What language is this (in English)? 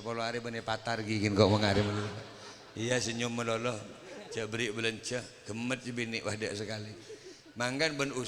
Madurese